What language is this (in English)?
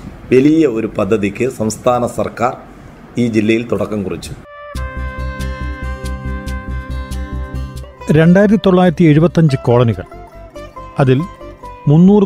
Malayalam